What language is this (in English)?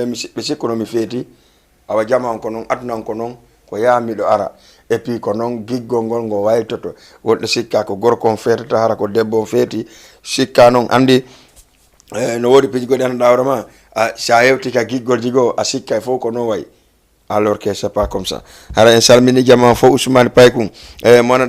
Fula